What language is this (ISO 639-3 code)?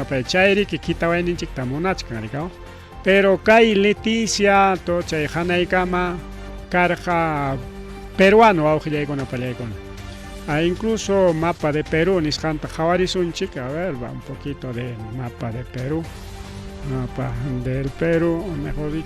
quy